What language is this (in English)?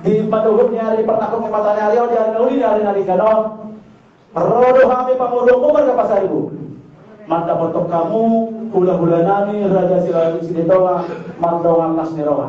Batak Toba